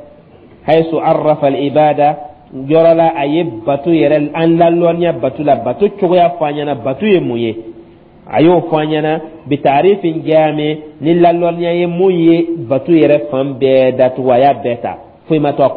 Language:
Dyula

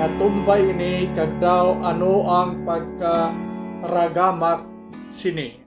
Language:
Hiligaynon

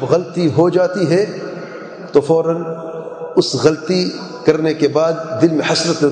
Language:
Urdu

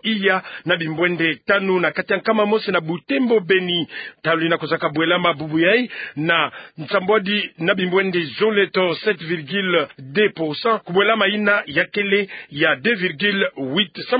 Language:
Kituba (Democratic Republic of Congo)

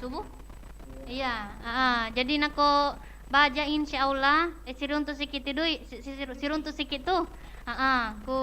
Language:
Buginese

